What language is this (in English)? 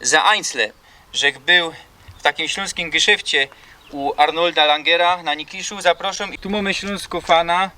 Silesian